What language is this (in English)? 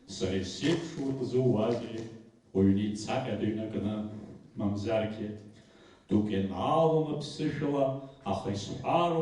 Abkhazian